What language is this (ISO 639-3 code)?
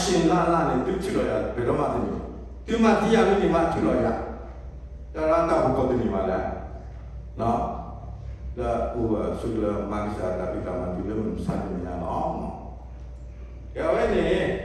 ksw